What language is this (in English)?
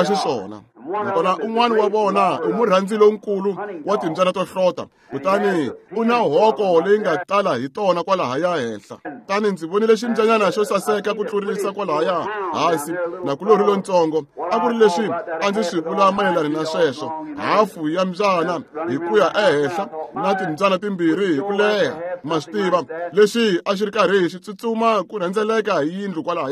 Tsonga